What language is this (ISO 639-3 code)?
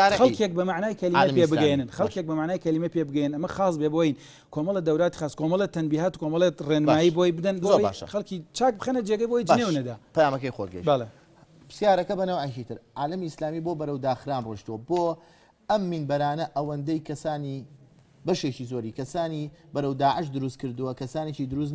ckb